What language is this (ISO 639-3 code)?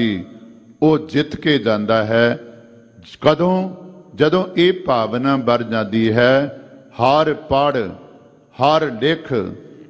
pan